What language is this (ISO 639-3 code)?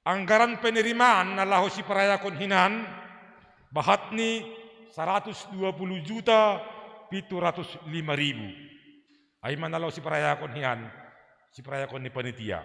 bts